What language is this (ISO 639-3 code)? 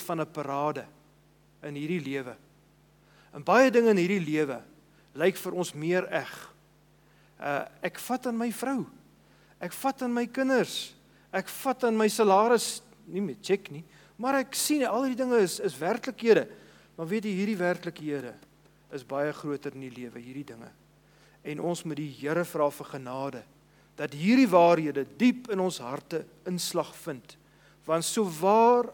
afr